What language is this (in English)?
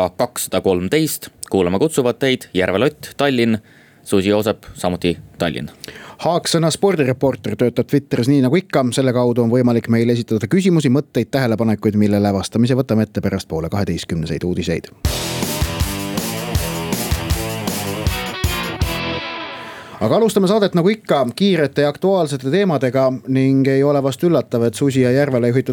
Estonian